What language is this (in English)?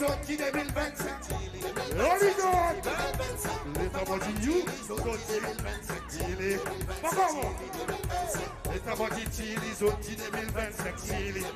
Seselwa Creole French